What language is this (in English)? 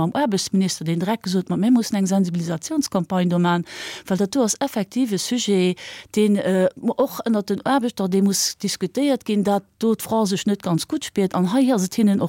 Luxembourgish